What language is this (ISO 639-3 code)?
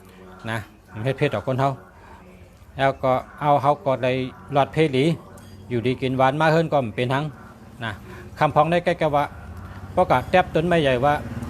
shn